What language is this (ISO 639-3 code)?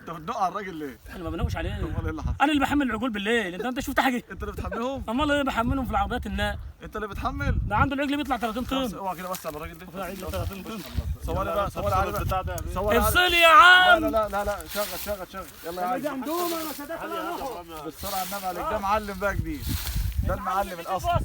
arz